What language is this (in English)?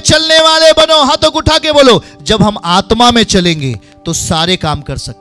Hindi